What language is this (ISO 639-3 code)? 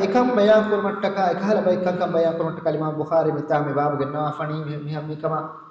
div